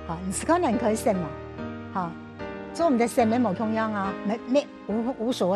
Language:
Hakka Chinese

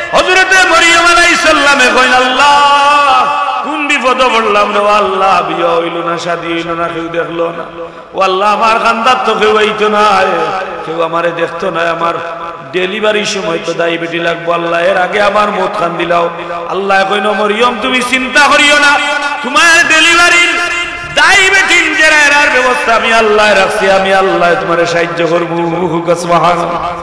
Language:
Sylheti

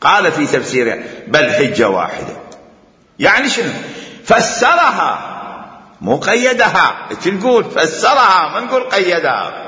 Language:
Mesopotamian Arabic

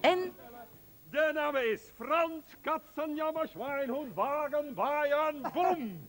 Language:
Western Frisian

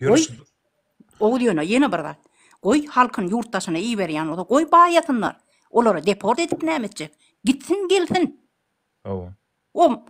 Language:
Turkmen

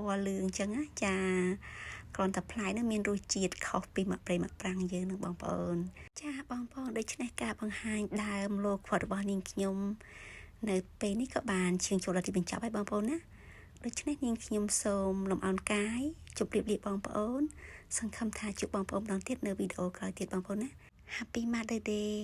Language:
Khmer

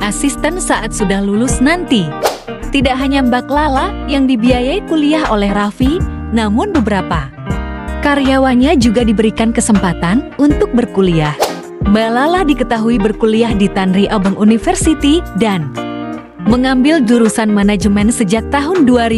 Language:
Indonesian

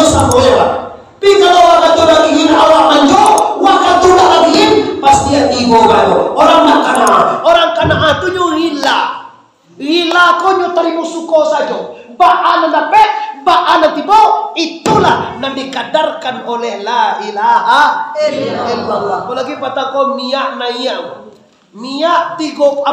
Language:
Minangkabau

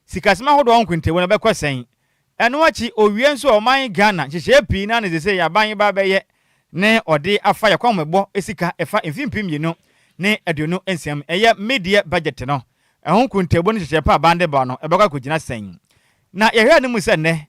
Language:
Akan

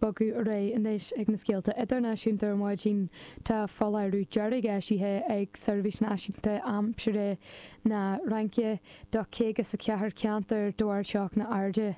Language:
Irish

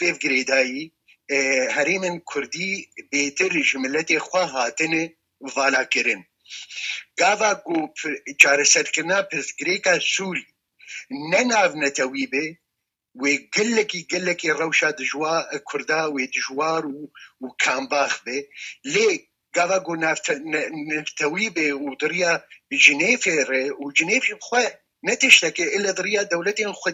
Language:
Kurdish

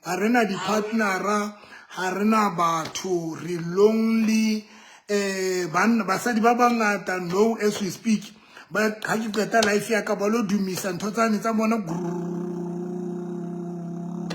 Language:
Southern Sotho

